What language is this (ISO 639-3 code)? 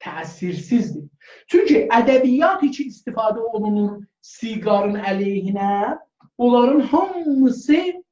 azb